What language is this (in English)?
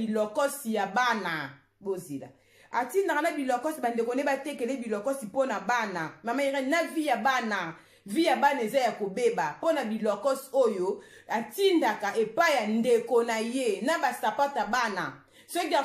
Lingala